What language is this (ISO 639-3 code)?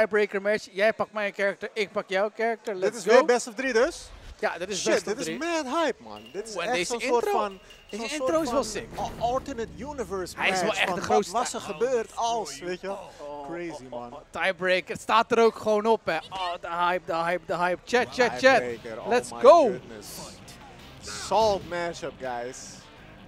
nld